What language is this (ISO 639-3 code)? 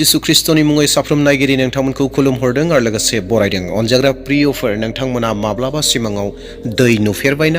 brx